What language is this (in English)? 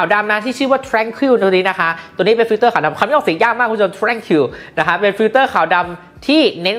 Thai